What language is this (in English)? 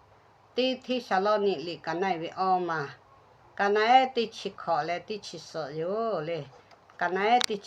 Lahu